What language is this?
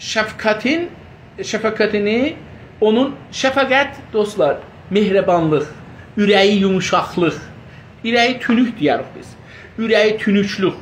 South Azerbaijani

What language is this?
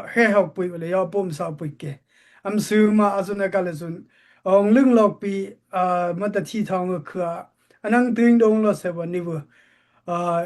Daai Chin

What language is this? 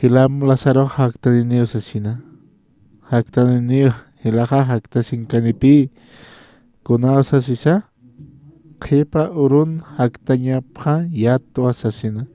Aymara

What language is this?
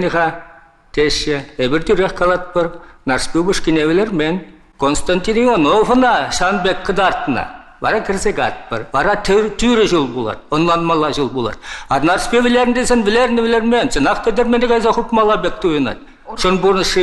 Chuvash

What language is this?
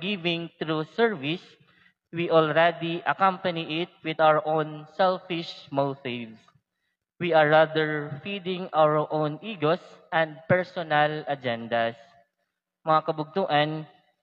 Waray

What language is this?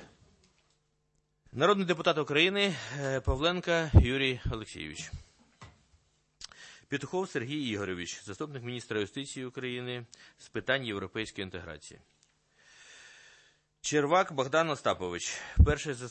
Ukrainian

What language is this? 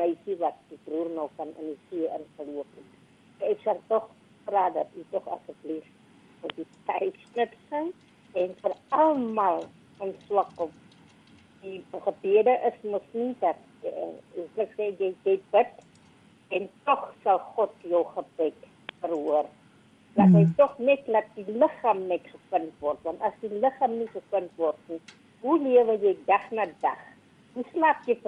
Afrikaans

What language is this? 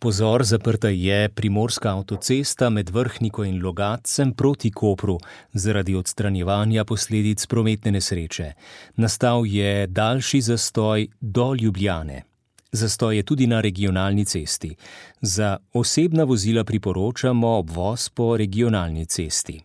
Slovenian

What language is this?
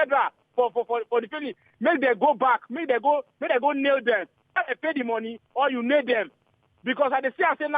Nigerian Pidgin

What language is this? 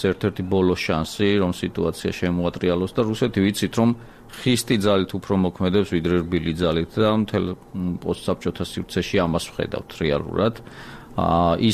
Georgian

